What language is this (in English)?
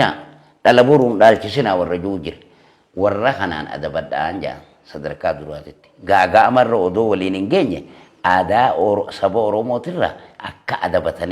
Oromo